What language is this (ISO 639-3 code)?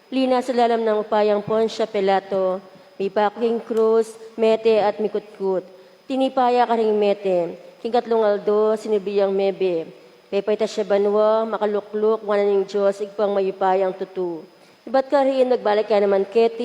pam